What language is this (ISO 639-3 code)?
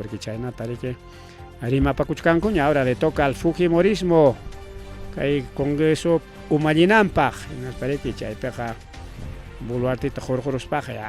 quy